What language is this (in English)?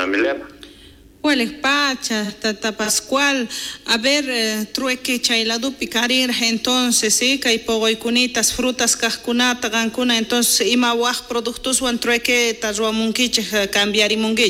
South Bolivian Quechua